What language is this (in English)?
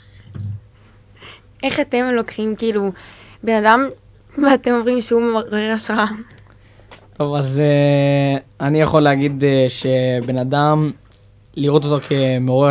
Hebrew